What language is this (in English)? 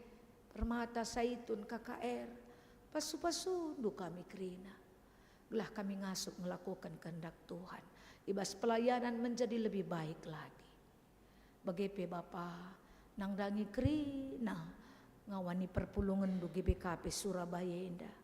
Batak Karo